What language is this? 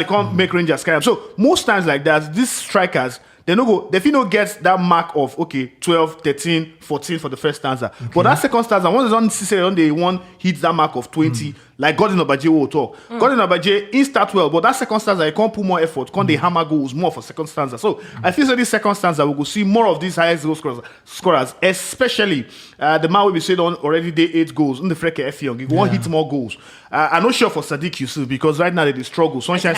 Nigerian Pidgin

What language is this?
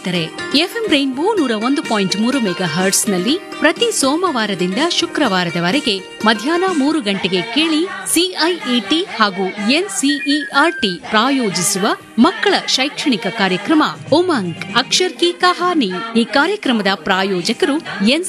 Kannada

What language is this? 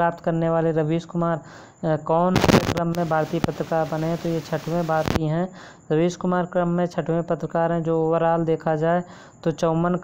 Hindi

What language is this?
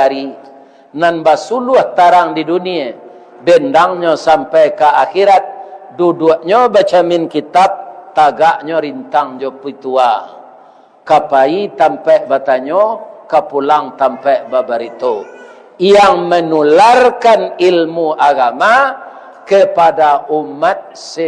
Minangkabau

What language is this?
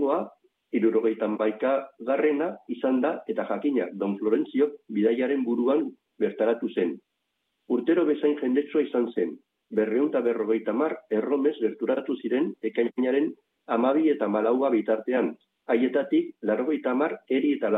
Basque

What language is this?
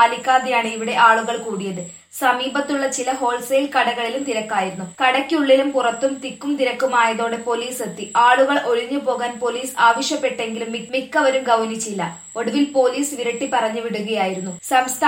Malayalam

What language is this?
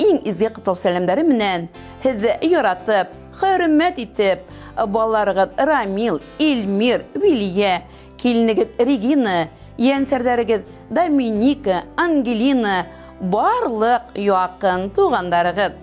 Bashkir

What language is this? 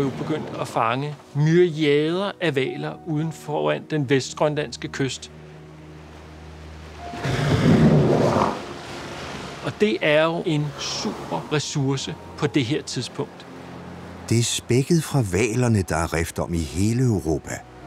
Danish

